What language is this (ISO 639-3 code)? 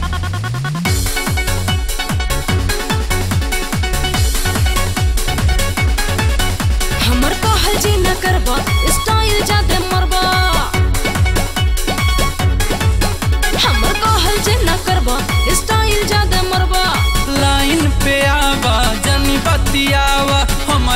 bho